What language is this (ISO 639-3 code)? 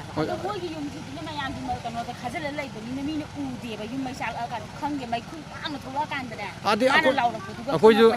mni